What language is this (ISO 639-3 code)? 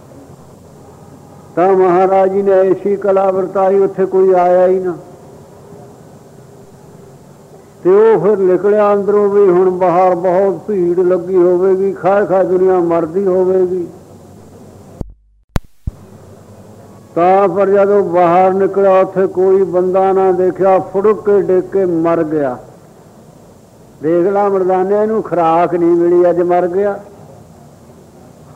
pan